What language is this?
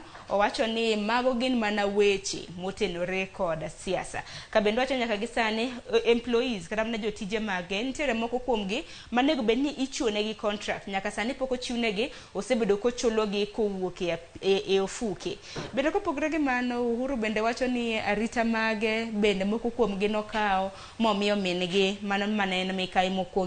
Luo (Kenya and Tanzania)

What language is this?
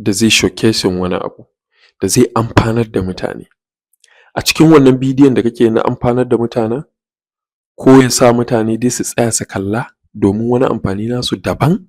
Hausa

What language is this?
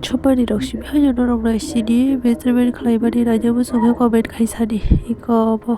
Kok Borok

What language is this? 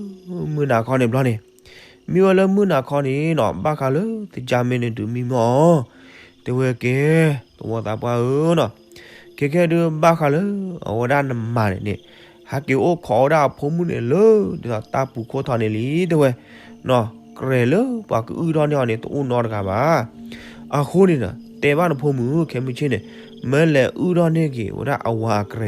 S'gaw Karen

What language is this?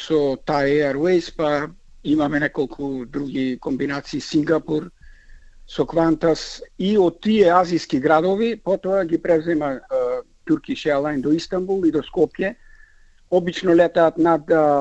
Macedonian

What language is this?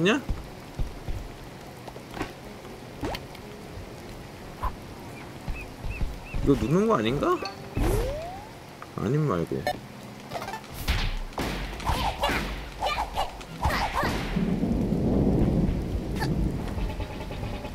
Korean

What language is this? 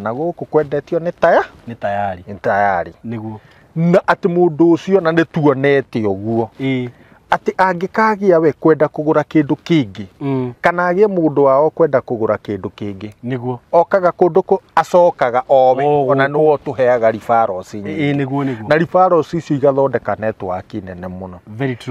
Kikuyu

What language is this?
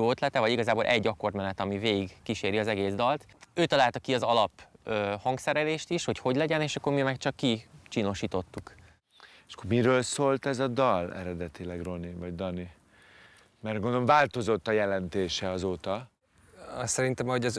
Hungarian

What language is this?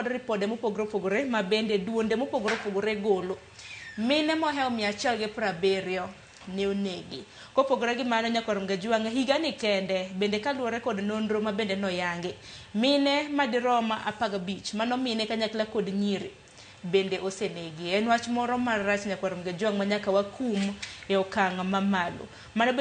Luo (Kenya and Tanzania)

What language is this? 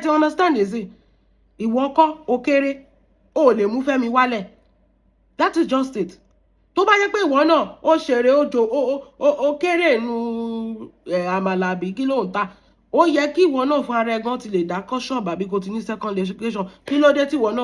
Yoruba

